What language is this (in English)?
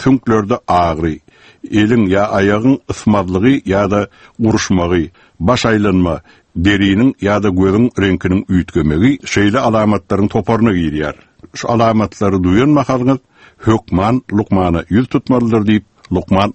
Turkmen